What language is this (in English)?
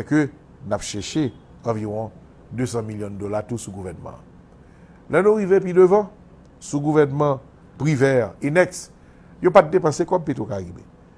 Haitian Creole